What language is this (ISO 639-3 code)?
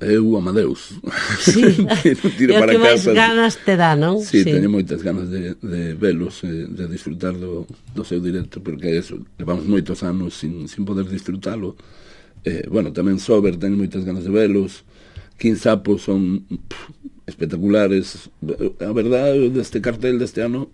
glg